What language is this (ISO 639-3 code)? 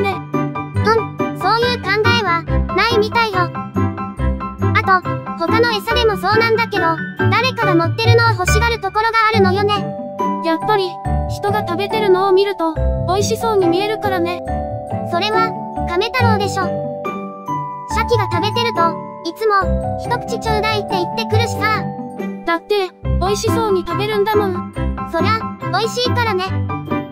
jpn